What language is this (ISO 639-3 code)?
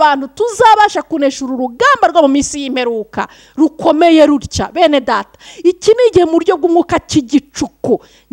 kin